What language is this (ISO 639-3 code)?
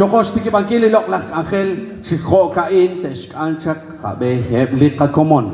kek